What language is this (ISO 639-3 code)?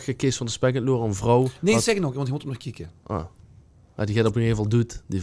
lim